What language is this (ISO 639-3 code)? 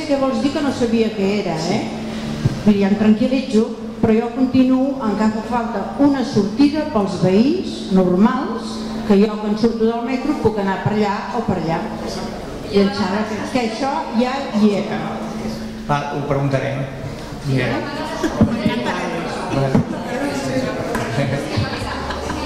cat